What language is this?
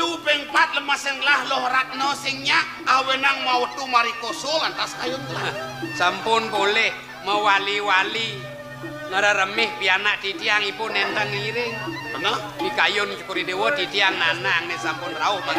Balinese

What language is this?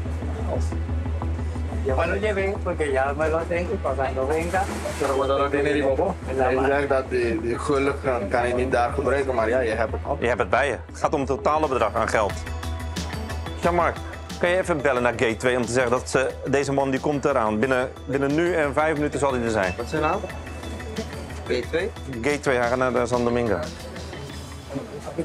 Dutch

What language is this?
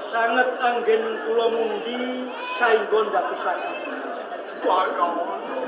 Javanese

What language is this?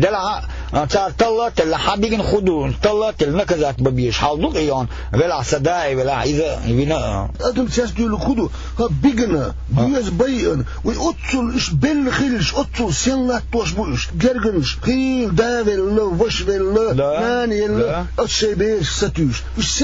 Chechen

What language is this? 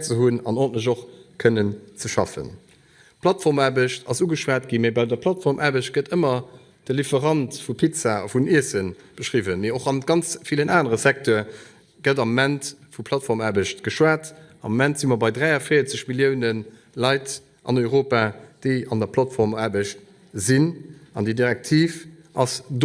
Luxembourgish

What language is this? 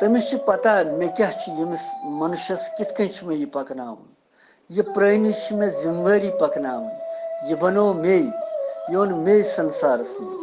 Kashmiri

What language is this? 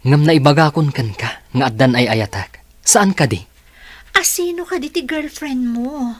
Iloko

